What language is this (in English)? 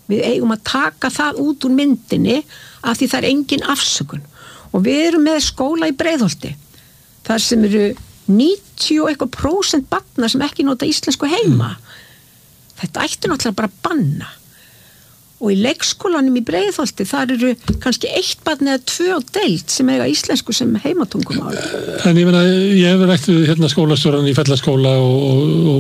Icelandic